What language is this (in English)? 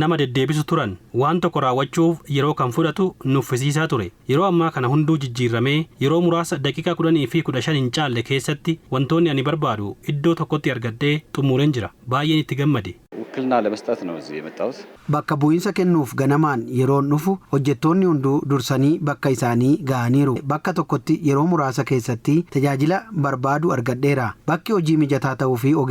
Oromo